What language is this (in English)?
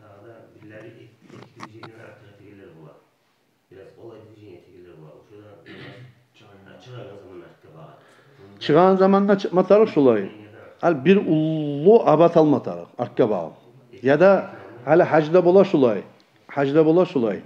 Kumyk